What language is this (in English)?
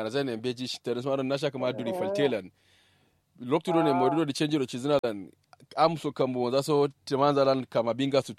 Kanuri